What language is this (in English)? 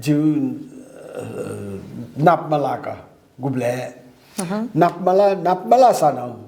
Newari